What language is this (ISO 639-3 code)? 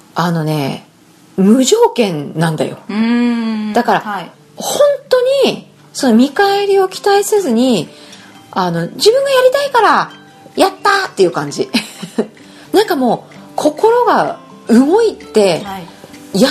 jpn